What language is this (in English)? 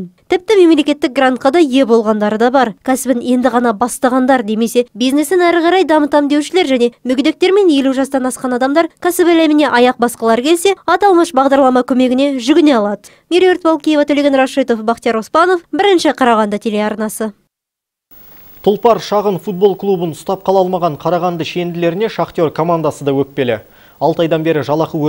Kazakh